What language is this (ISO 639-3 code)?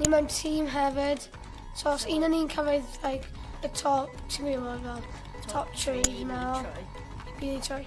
cym